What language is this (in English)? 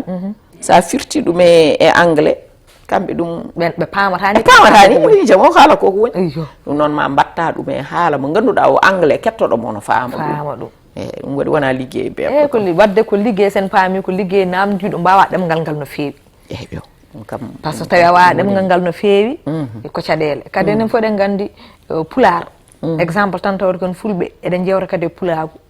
Fula